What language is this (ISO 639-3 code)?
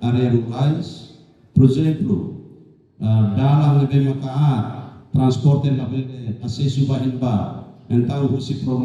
tet